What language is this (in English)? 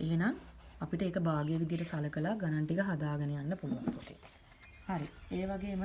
Sinhala